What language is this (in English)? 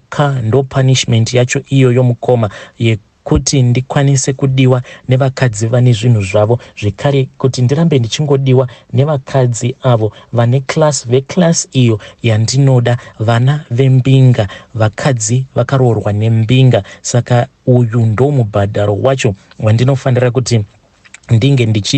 Shona